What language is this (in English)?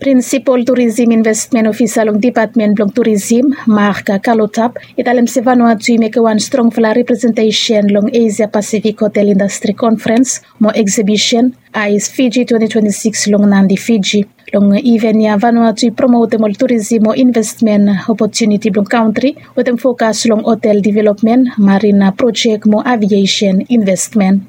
Bislama